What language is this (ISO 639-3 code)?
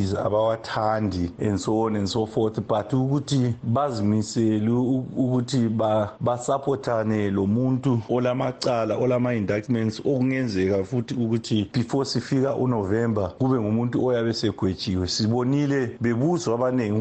nde